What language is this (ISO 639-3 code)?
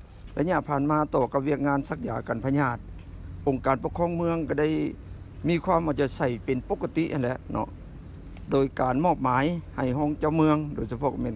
lao